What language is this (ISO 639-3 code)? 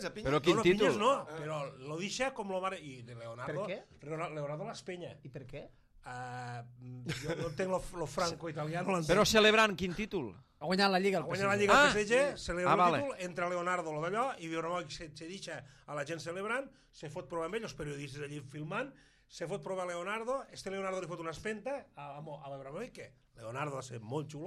cat